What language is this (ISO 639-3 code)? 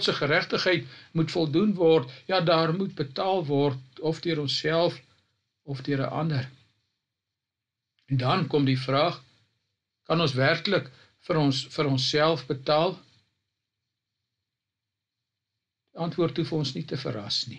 afr